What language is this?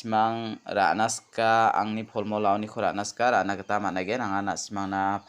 Garo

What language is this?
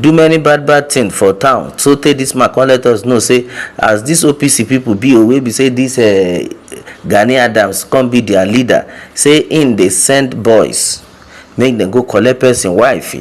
Nigerian Pidgin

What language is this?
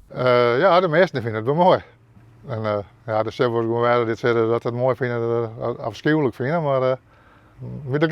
Western Frisian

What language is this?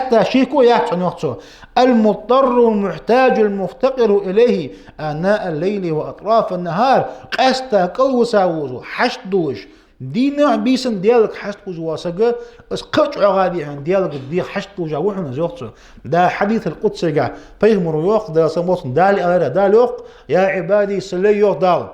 Ingush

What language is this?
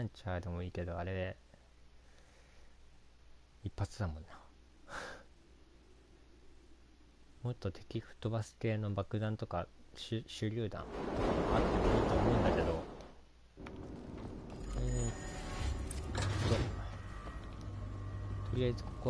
Japanese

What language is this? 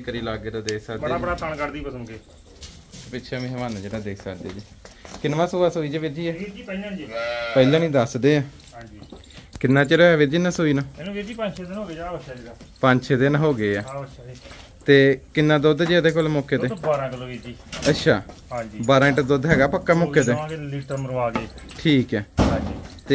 Punjabi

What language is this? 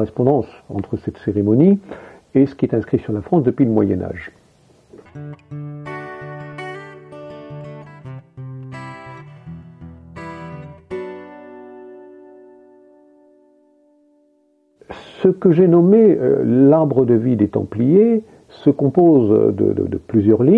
French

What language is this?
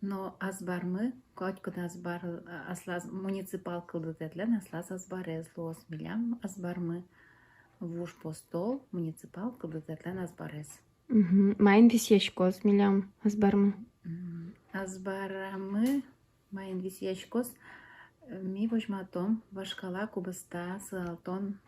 Udmurt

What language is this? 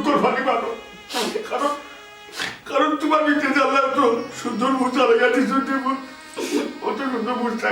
Sylheti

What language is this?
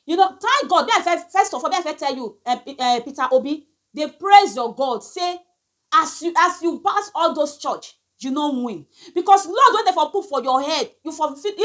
Nigerian Pidgin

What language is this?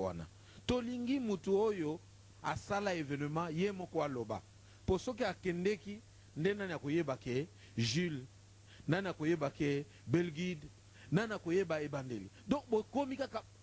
Lingala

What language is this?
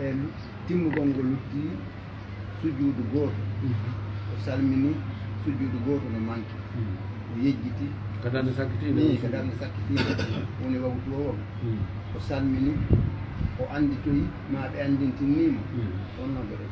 Pular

